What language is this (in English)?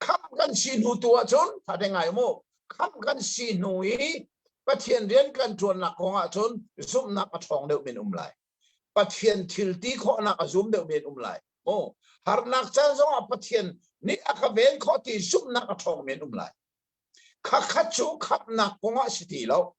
Hakha Chin